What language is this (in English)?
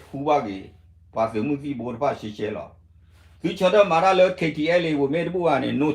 S'gaw Karen